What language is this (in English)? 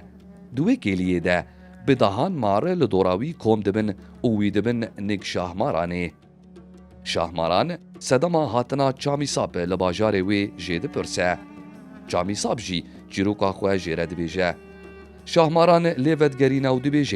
Kurdish